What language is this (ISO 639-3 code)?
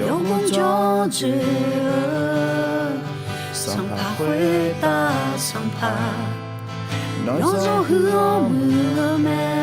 ahk